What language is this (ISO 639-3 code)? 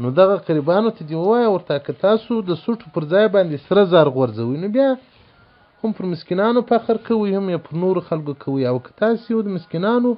pus